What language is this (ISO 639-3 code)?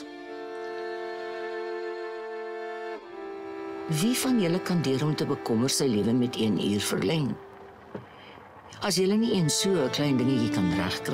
afr